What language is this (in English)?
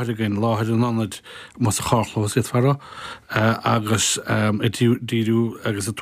Irish